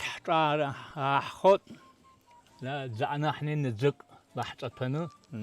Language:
Abkhazian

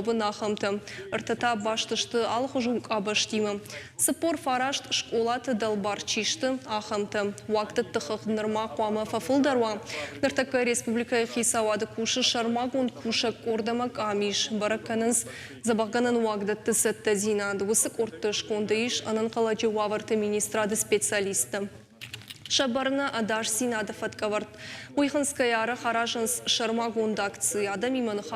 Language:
Ossetic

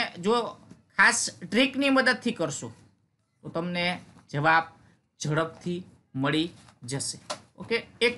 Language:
Gujarati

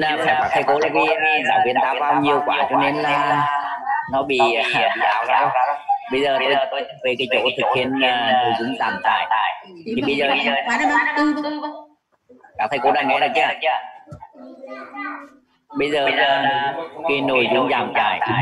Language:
Vietnamese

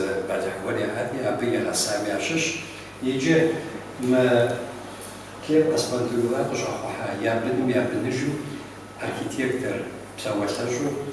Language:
Kabardian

